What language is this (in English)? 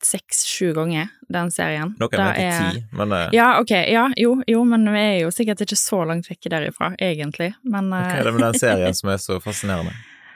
Norwegian